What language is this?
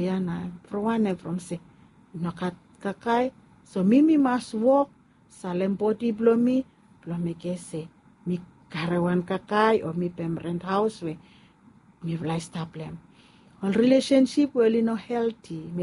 Bislama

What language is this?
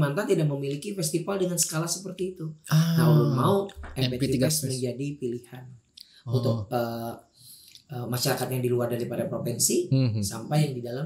Banjar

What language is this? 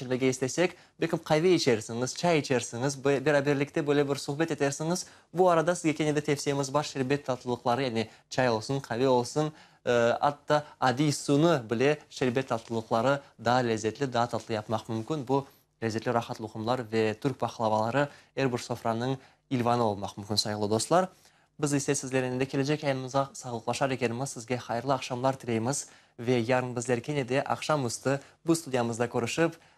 Crimean Tatar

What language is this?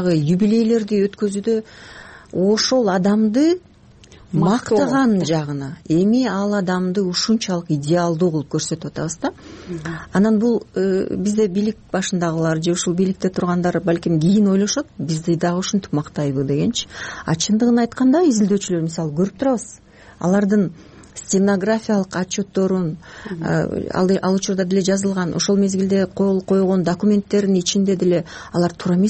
Kyrgyz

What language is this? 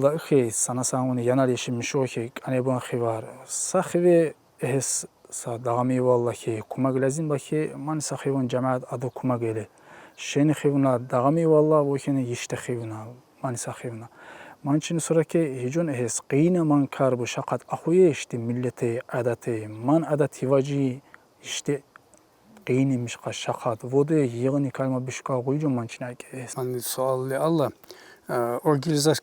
Tsakhur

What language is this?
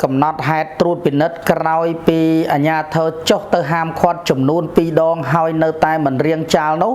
Khmer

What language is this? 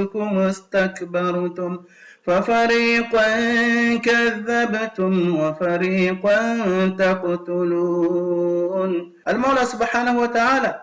Ngazidja Comorian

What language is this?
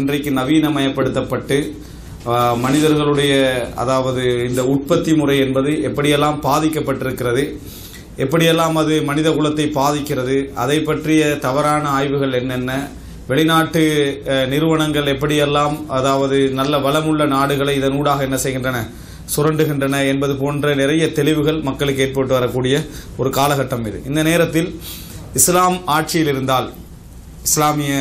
Tamil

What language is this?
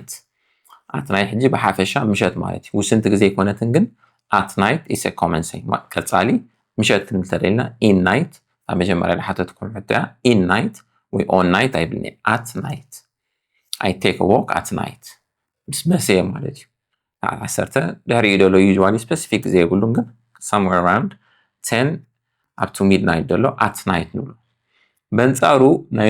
Tigrinya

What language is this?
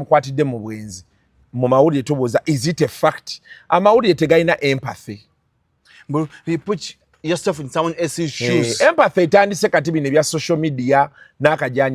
Ganda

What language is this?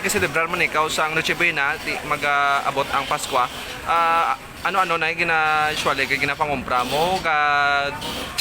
Hiligaynon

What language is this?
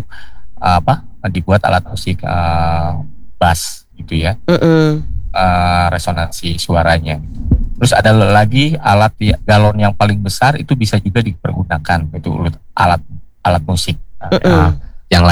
Indonesian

